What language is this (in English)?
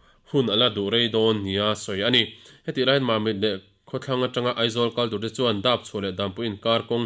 Mizo